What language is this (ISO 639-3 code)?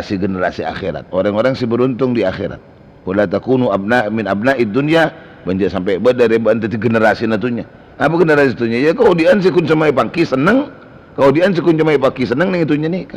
mad